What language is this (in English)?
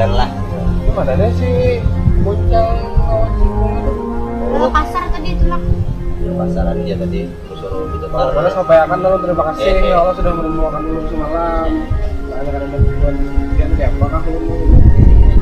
Banjar